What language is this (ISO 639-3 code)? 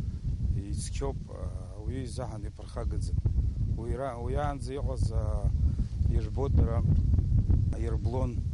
abk